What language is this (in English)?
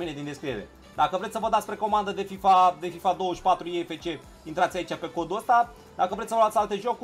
Romanian